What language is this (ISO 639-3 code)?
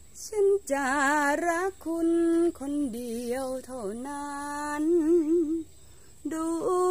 tha